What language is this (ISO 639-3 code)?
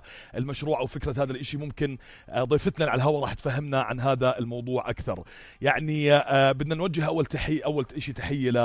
apc